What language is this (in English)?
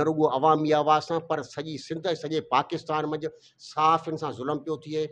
Sindhi